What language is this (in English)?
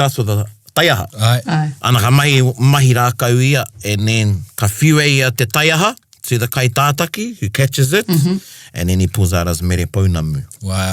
Māori